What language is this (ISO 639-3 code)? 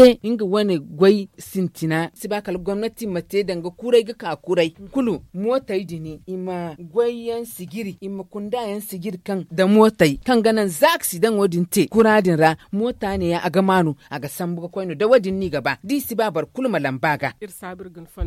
dje